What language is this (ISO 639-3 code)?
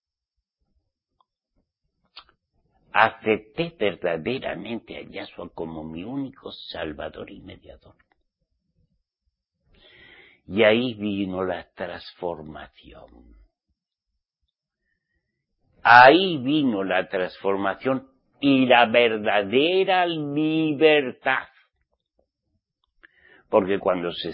spa